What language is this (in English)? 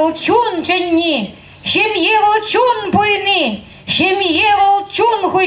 Chuvash